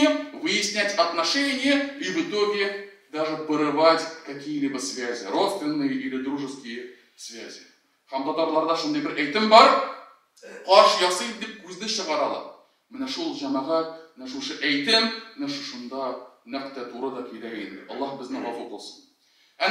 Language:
Tatar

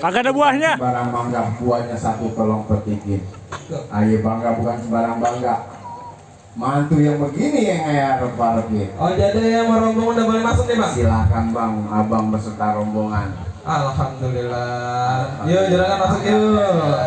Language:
Betawi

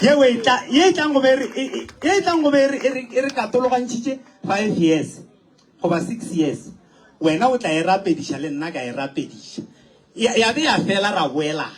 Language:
Northern Sotho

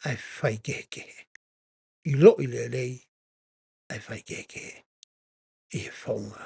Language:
Tongan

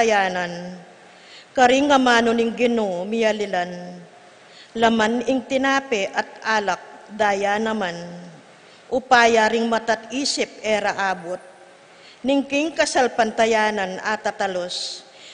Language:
Pampanga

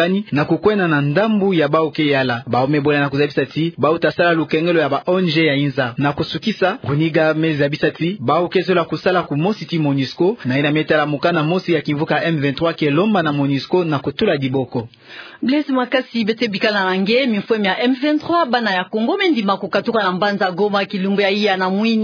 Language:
Kituba (Democratic Republic of Congo)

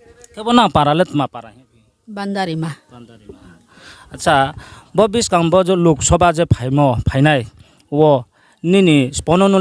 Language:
Riang (India)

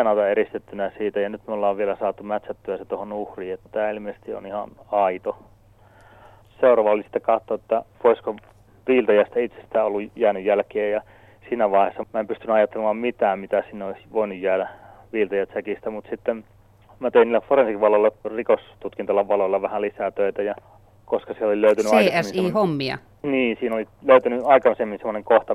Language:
Finnish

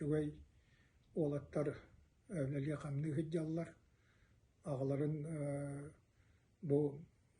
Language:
Yakut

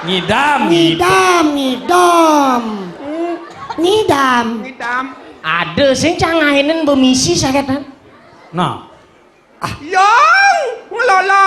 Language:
Balinese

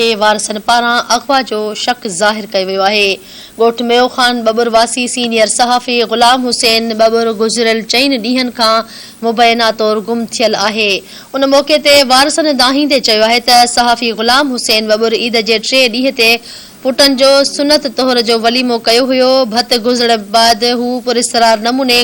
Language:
Sindhi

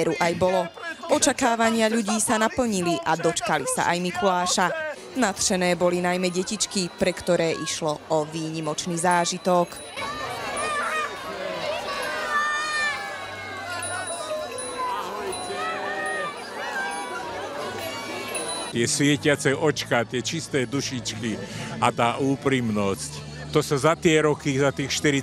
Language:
Slovak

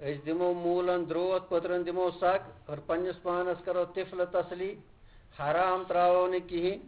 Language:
Kashmiri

